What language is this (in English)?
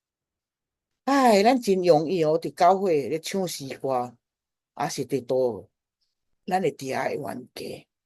Min Nan Chinese